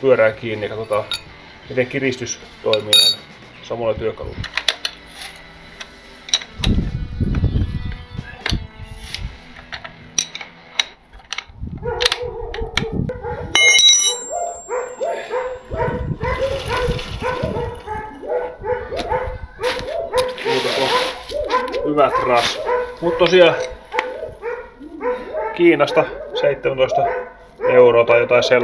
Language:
Finnish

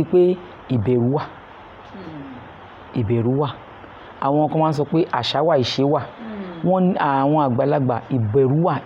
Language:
Yoruba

